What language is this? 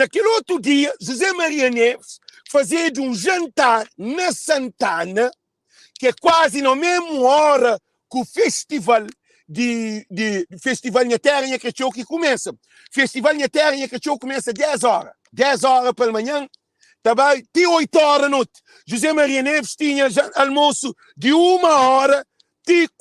Kabuverdianu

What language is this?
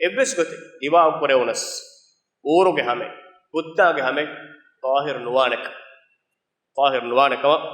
Divehi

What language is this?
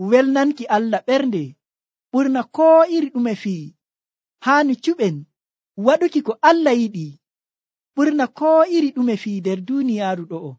Nigerian Fulfulde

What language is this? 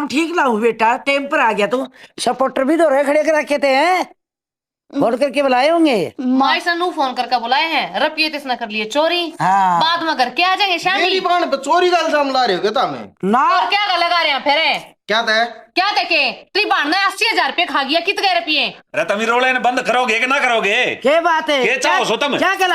Haryanvi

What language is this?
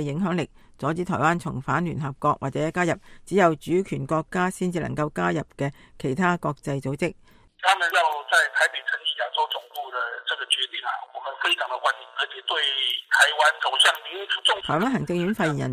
Cantonese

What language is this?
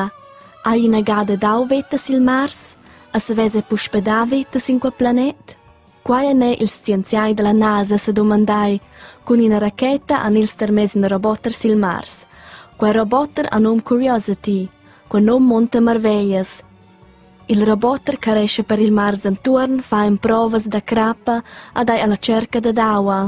Romansh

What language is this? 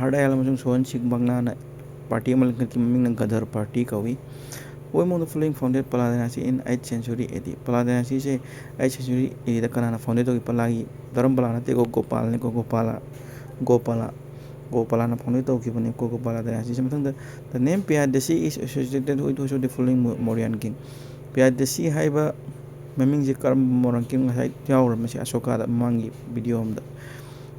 Manipuri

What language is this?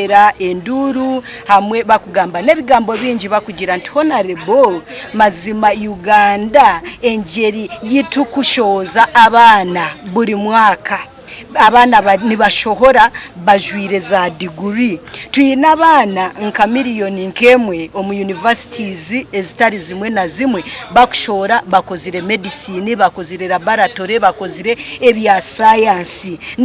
Nyankole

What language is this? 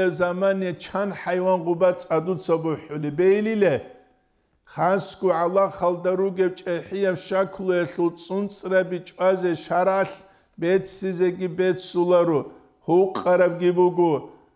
Avaric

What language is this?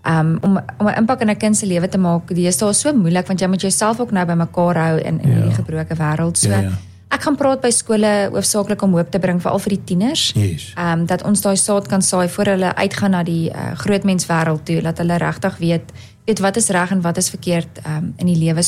Afrikaans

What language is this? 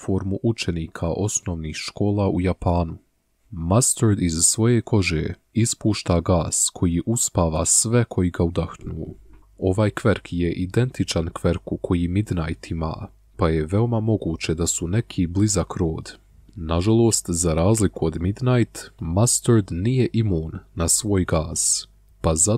Bosnian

